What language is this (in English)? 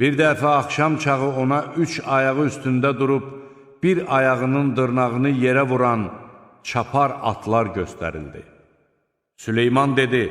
Azerbaijani